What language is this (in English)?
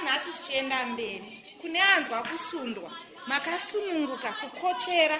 Shona